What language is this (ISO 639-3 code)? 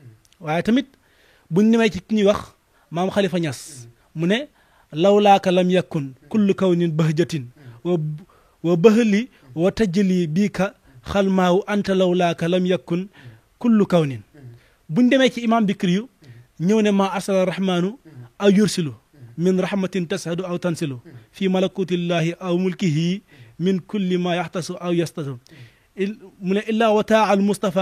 wol